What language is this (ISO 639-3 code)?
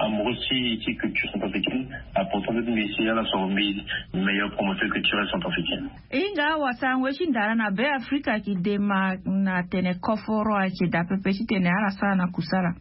sag